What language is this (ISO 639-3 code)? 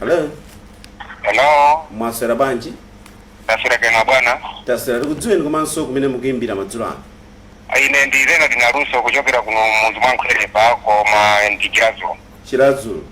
nya